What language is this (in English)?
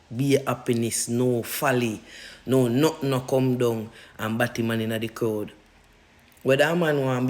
Jamaican Creole English